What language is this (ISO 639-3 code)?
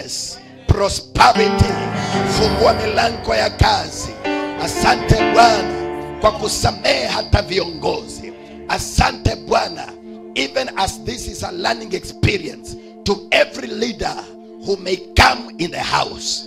swa